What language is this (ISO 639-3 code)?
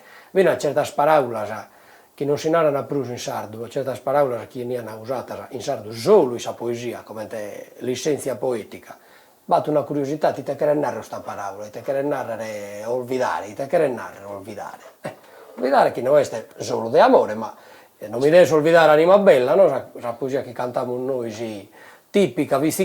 srd